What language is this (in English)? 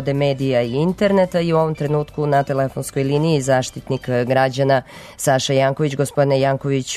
Serbian